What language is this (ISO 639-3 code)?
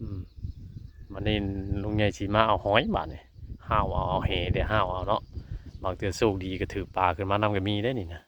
tts